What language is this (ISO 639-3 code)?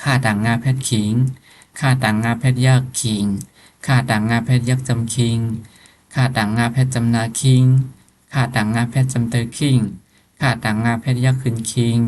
shn